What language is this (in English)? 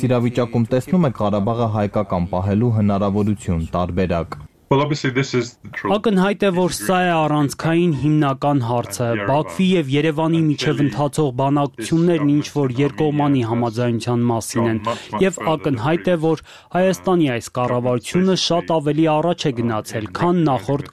Armenian